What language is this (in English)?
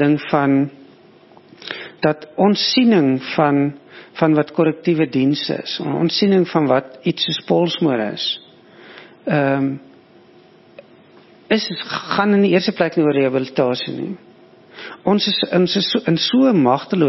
Afrikaans